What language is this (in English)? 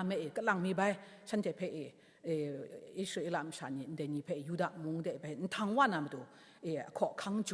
Kachin